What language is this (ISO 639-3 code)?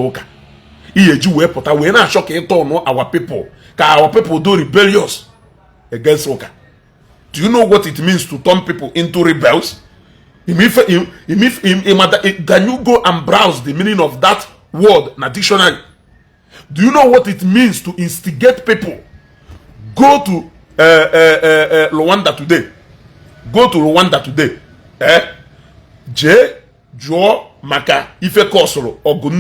ibo